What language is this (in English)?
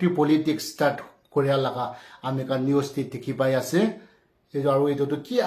Naga Pidgin